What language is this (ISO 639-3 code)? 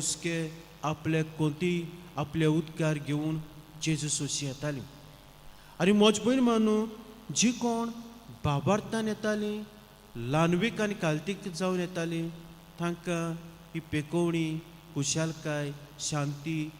kok